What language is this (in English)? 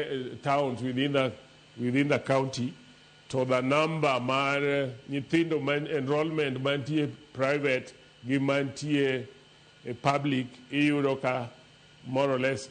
Luo (Kenya and Tanzania)